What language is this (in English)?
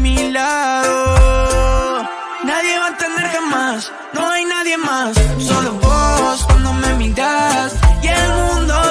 Spanish